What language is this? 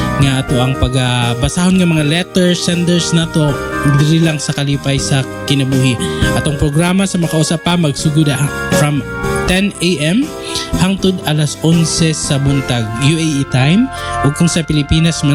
Cebuano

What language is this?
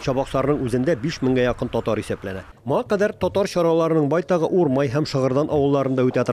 Tatar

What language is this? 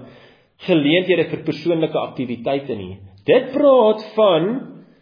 Afrikaans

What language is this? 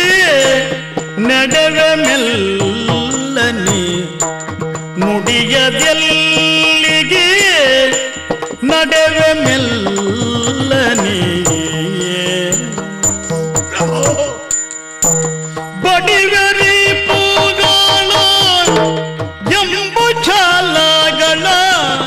Kannada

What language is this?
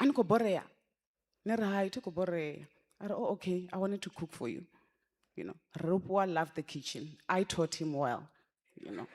Venda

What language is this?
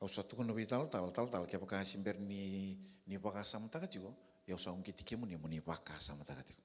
Fijian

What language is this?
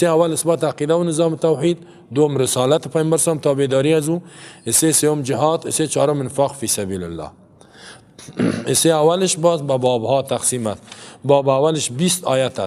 Persian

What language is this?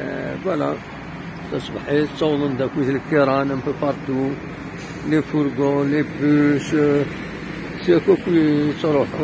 Kabyle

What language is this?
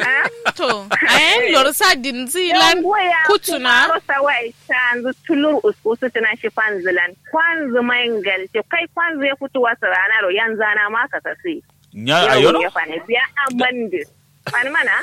Kanuri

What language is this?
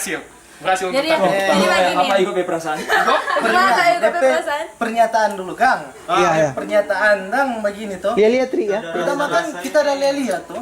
Manado Malay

